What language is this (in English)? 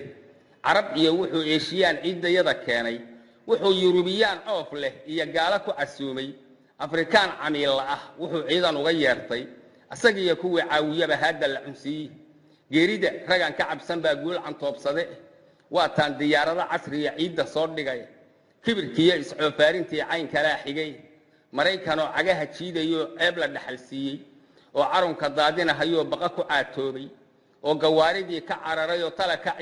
Somali